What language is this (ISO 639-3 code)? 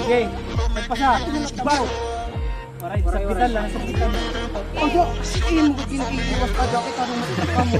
war